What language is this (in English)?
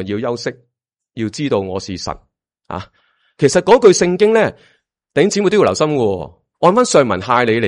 Cantonese